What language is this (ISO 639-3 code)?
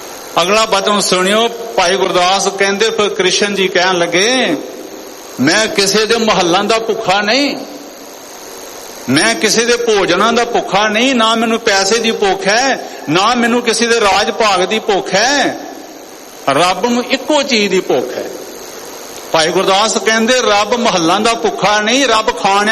pan